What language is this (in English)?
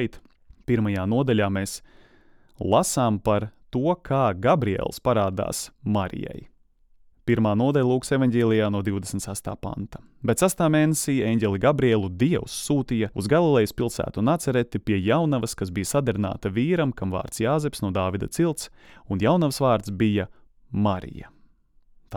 Latvian